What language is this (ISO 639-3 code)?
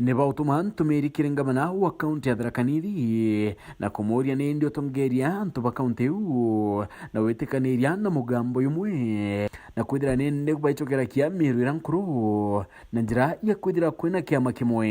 mer